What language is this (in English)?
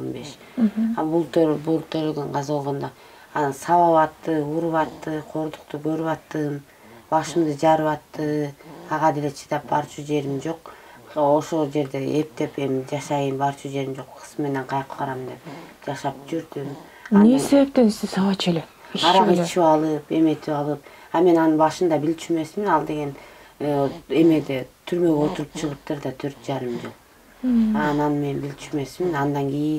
Kyrgyz